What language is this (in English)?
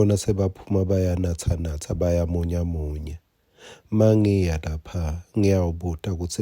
Swati